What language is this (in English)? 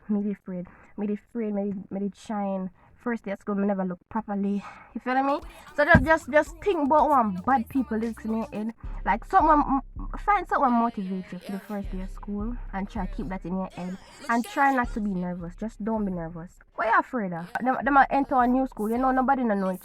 Jamaican Creole English